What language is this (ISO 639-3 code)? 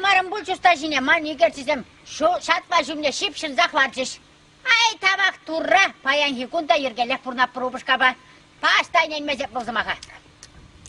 chv